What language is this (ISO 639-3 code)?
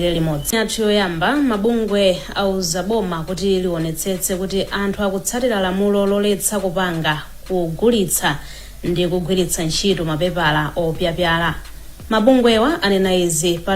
nya